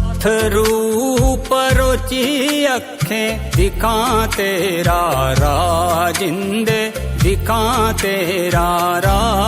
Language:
Dogri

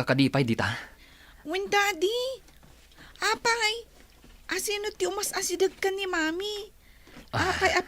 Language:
Iloko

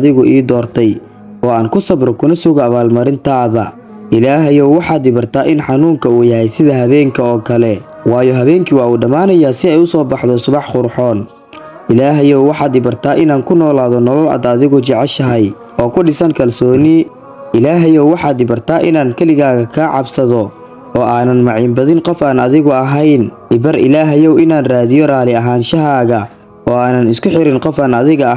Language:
Somali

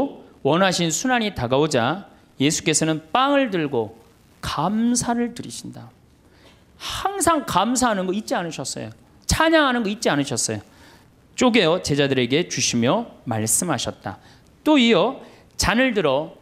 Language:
Korean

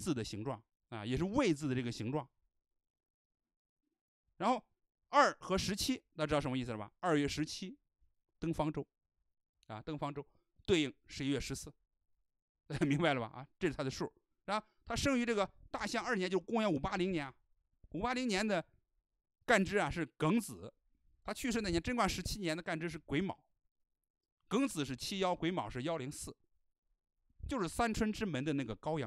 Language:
Chinese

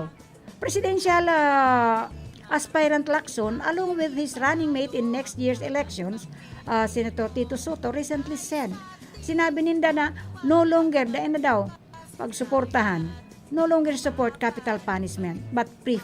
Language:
Bikol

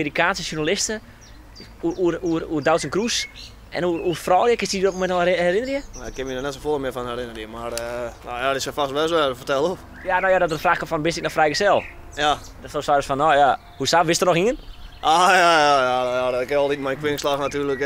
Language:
Western Frisian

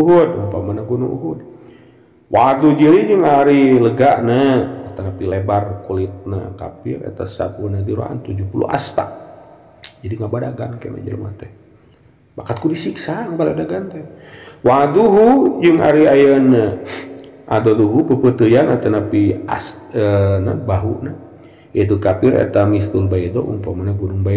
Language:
Sundanese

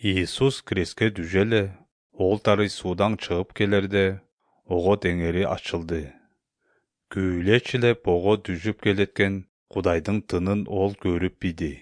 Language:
Kyrgyz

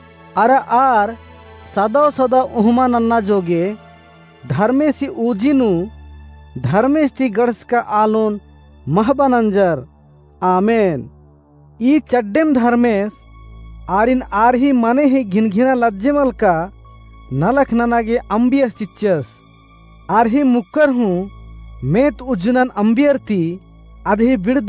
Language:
Kurukh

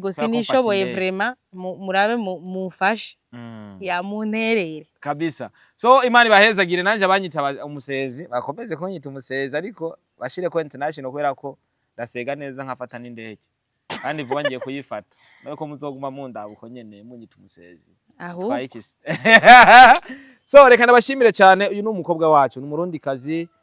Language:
Rundi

